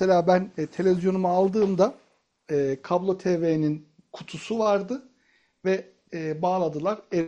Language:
Turkish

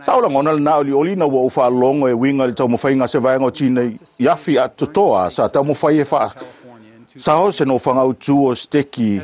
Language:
Samoan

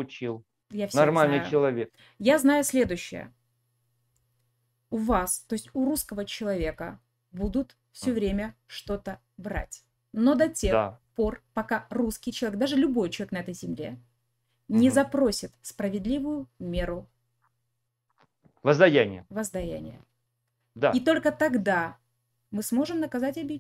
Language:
Russian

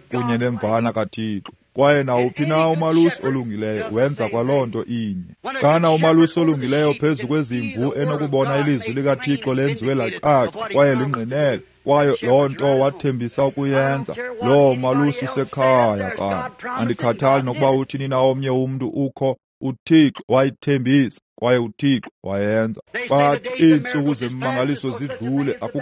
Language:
Xhosa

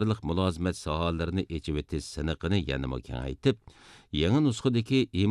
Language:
Uyghur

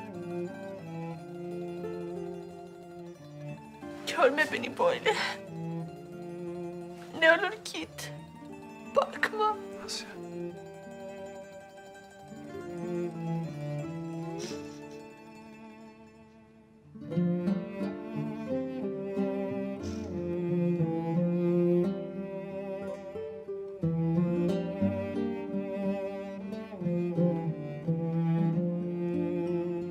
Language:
Turkish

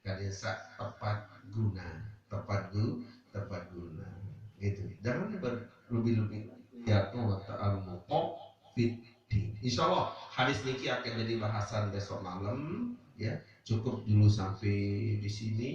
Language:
Sasak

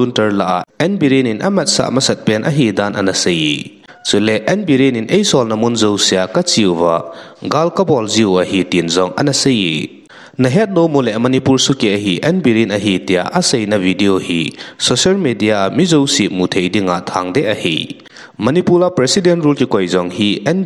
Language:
Thado Chin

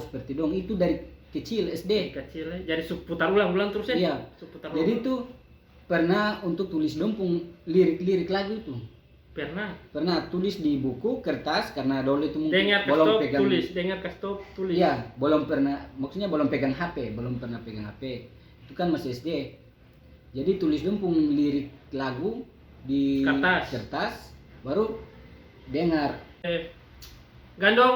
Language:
Ambonese Malay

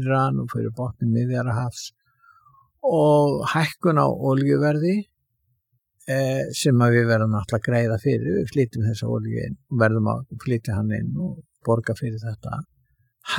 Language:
Icelandic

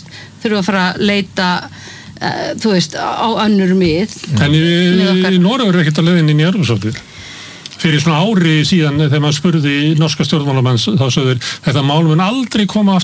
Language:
Icelandic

